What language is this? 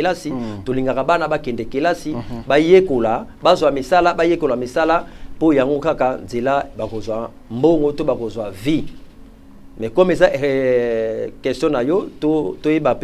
Lingala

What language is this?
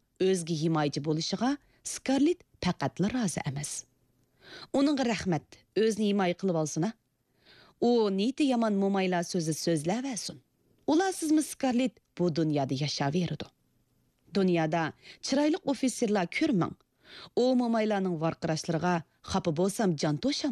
Uyghur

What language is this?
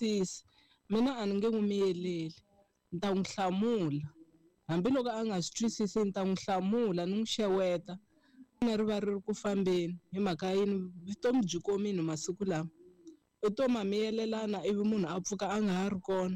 Tsonga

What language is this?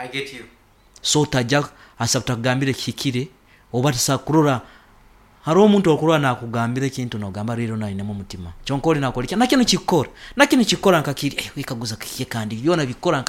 Nyoro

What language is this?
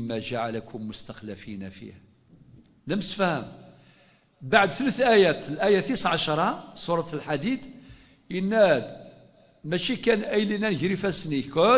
Kabyle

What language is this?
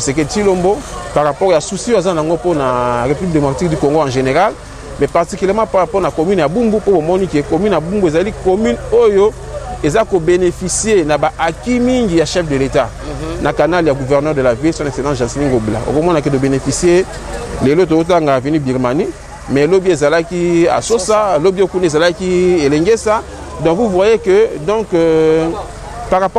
Lingala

